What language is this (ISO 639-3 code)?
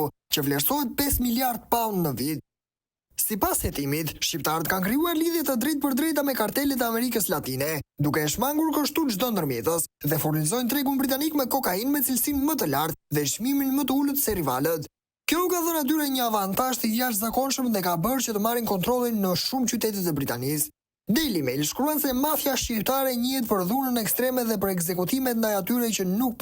sqi